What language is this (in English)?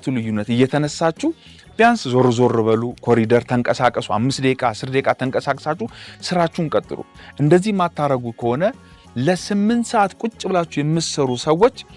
Amharic